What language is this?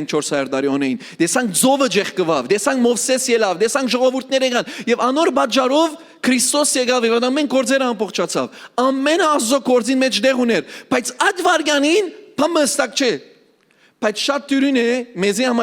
Western Armenian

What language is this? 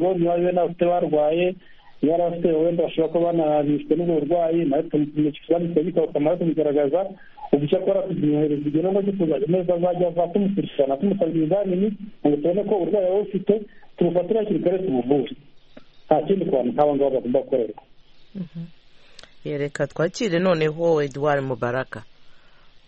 Kinyarwanda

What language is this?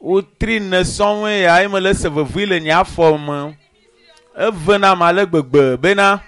Ewe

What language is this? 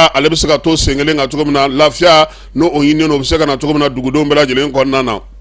Bambara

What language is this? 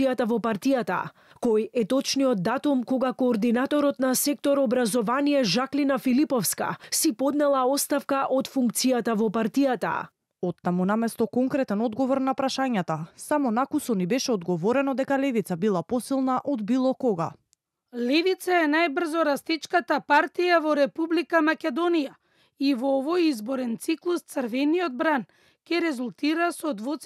Macedonian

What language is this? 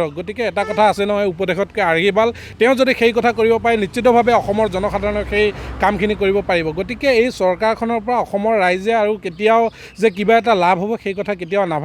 Assamese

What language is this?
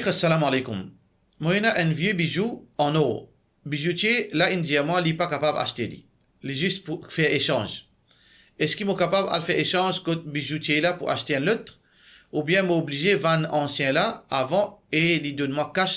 Morisyen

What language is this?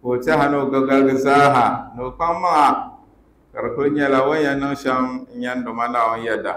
Dagbani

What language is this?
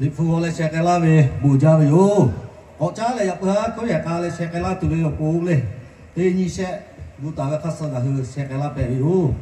Lahu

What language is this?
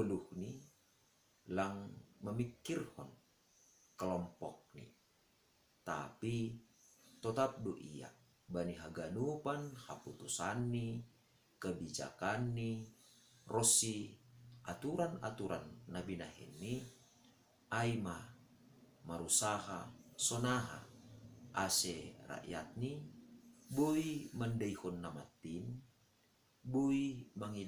Batak Simalungun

